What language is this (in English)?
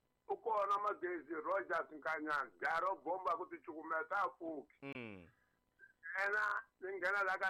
Tsonga